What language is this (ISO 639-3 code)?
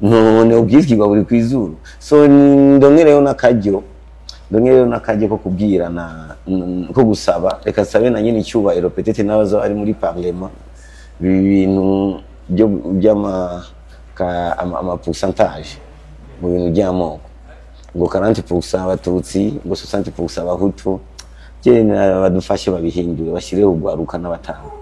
run